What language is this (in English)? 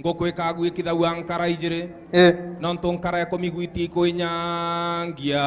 Meru